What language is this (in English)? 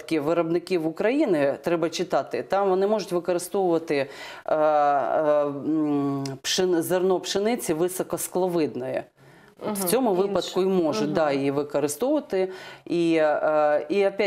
Ukrainian